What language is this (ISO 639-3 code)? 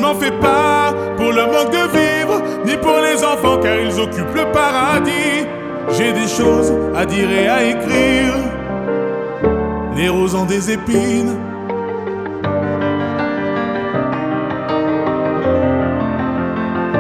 fra